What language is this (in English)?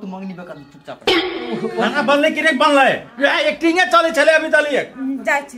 Maithili